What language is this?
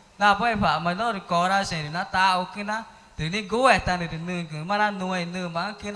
Ticuna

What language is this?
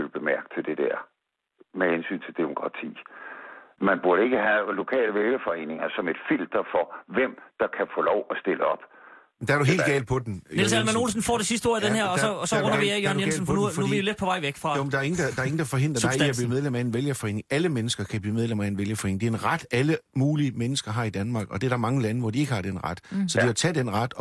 Danish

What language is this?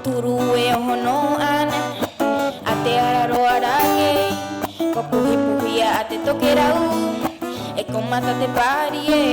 Rapanui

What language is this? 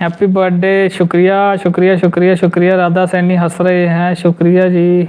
Dogri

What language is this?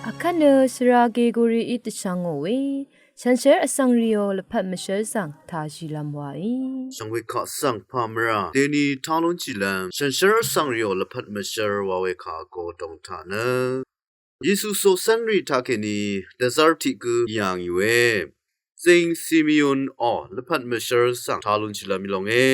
Rawang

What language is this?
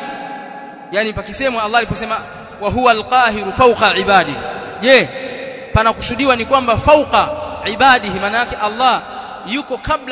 Swahili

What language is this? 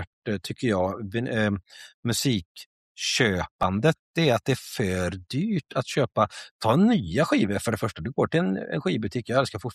Swedish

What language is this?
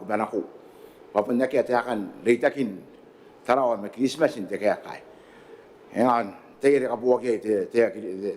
Gilbertese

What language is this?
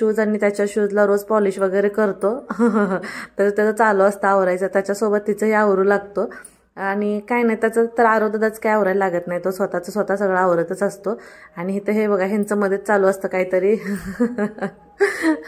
Marathi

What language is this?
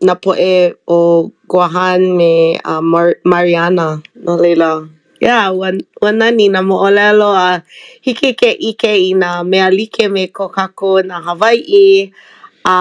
Hawaiian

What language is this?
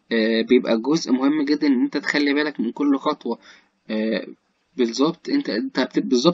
Egyptian Arabic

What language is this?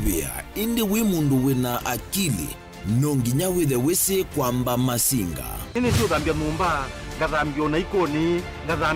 Kamba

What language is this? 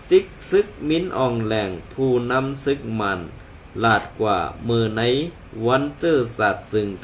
Shan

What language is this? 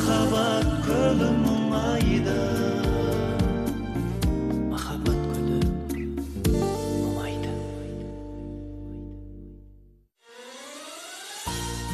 Kazakh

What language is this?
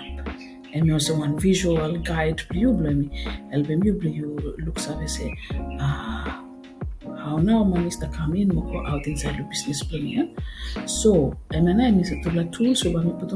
Bislama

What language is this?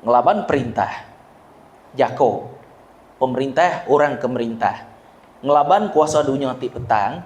Iban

